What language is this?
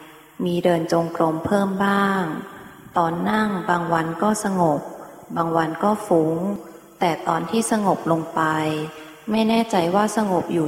Thai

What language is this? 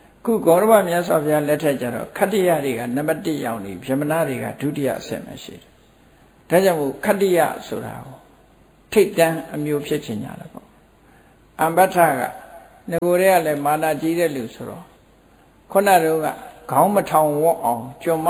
Burmese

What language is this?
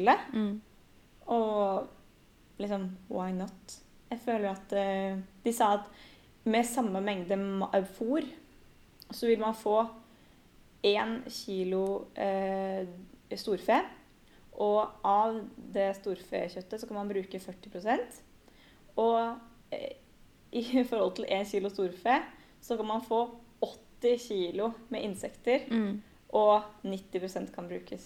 Norwegian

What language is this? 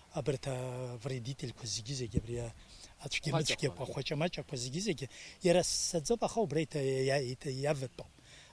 Abkhazian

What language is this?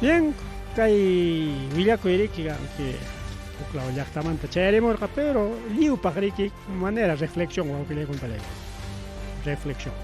Ayacucho Quechua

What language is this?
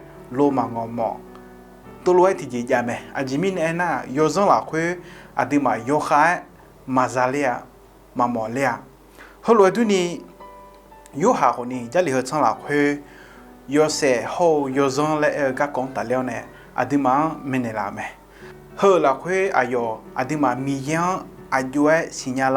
Akha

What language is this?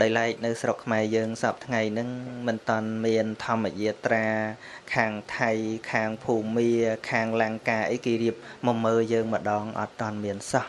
Khmer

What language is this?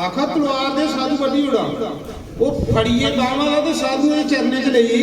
Dogri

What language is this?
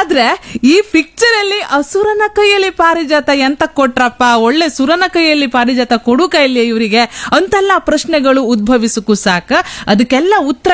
Kannada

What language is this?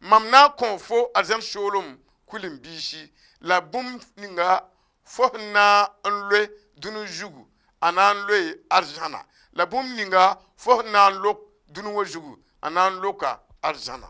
Mossi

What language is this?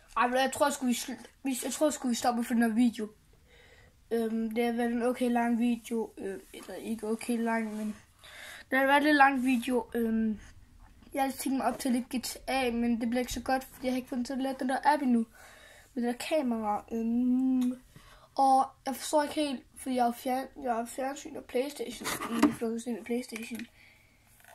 Danish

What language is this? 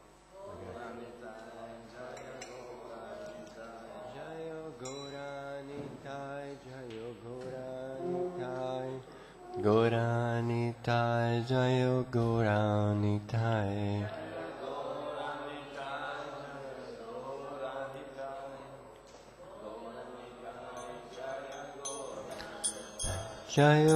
Italian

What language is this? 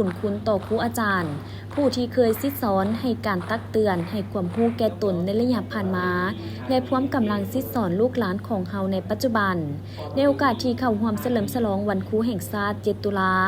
Lao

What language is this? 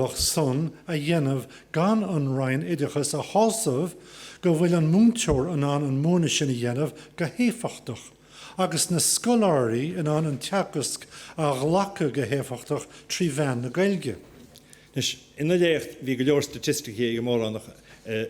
Irish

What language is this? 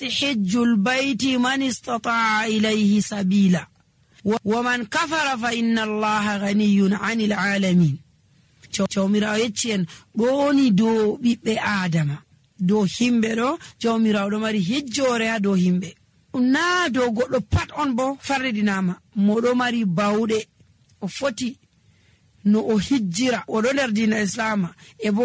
Nigerian Fulfulde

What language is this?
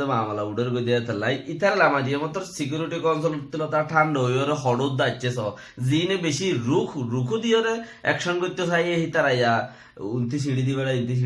Rohingya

